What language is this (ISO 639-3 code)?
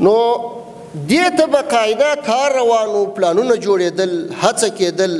pus